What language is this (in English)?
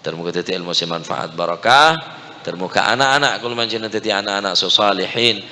Madurese